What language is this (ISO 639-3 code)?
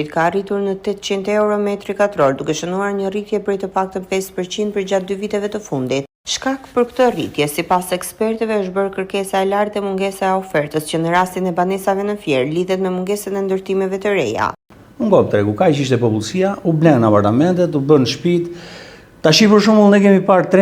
sqi